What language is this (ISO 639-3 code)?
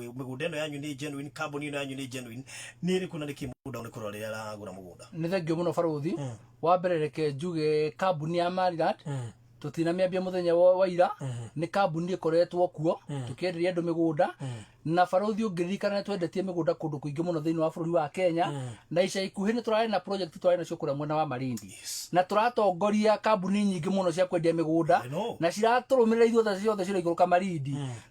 kik